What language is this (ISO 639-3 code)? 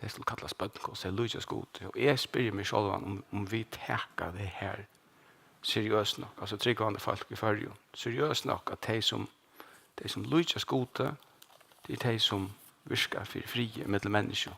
fao